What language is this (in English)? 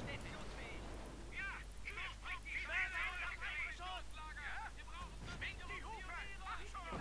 German